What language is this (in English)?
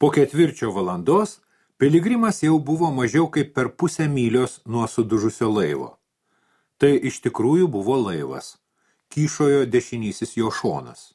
Lithuanian